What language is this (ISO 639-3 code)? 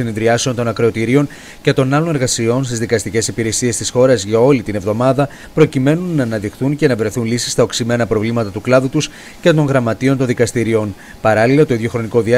ell